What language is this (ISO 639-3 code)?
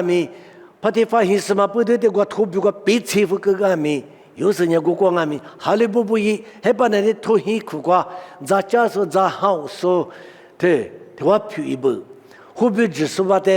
lis